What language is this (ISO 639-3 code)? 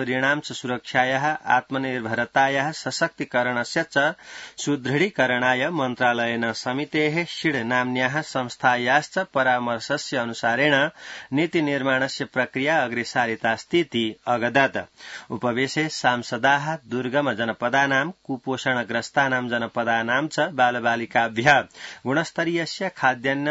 san